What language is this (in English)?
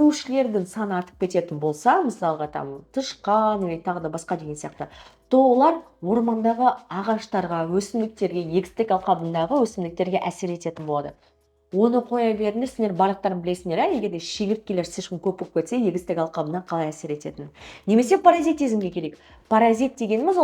Kazakh